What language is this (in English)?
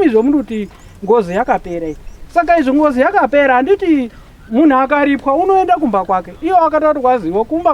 Shona